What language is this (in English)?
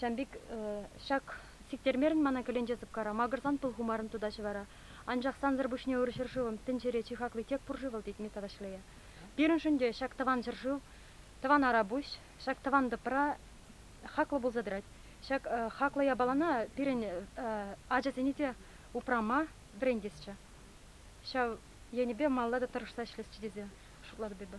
Chuvash